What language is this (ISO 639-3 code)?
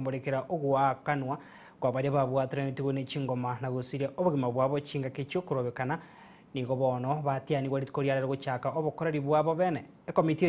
guz